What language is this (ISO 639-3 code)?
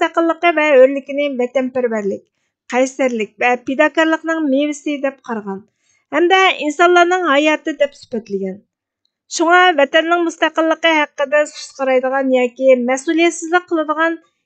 uig